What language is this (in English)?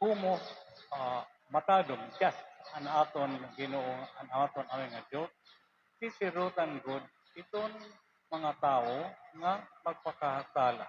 Waray